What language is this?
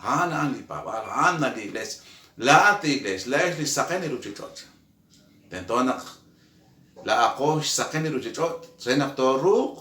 Kekchí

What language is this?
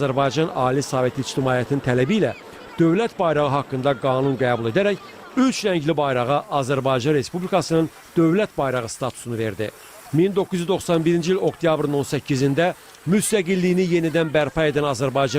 Azerbaijani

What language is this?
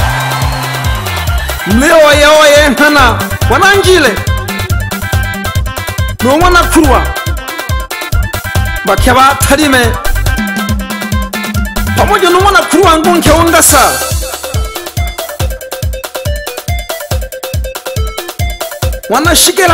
Swahili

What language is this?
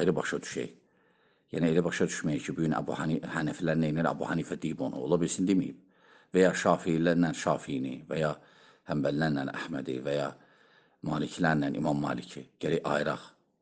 Azerbaijani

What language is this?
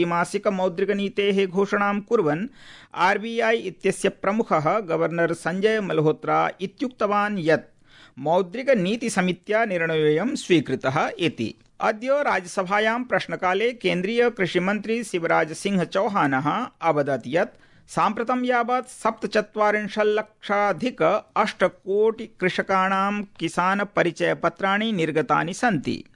Sanskrit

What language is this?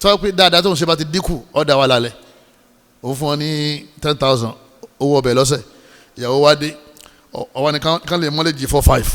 Yoruba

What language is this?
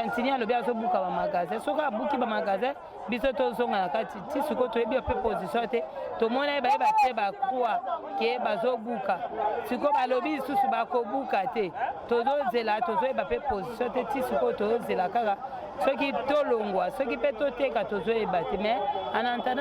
Lingala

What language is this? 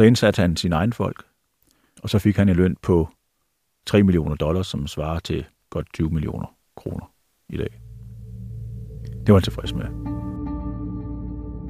Danish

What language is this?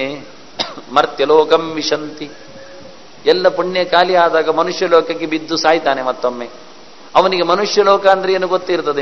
Kannada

